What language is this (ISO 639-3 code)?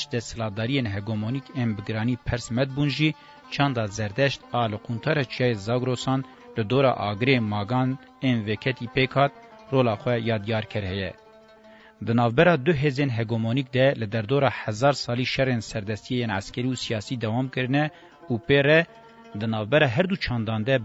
kur